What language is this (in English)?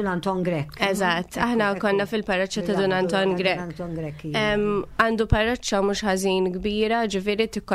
Maltese